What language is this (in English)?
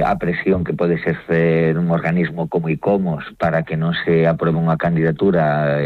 Galician